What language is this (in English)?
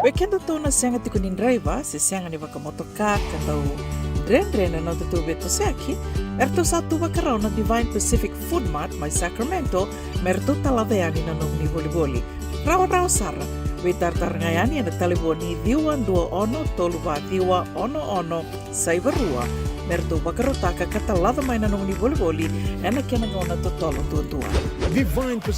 Fijian